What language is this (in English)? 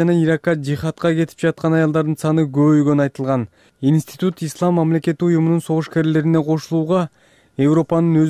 Kyrgyz